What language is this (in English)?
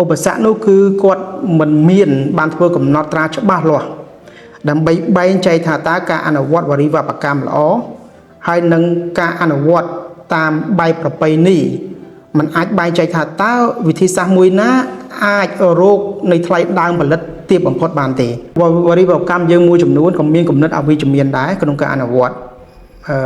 Khmer